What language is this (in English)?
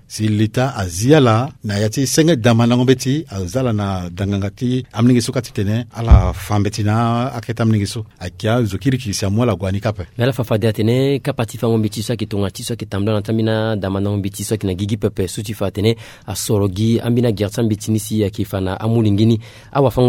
Sango